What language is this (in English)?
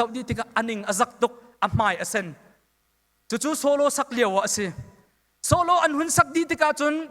Hakha Chin